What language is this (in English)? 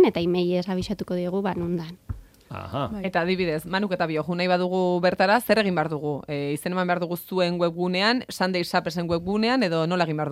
Basque